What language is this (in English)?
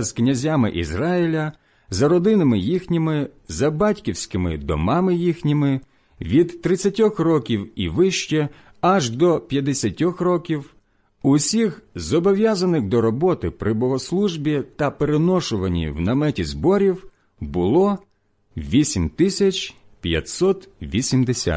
Ukrainian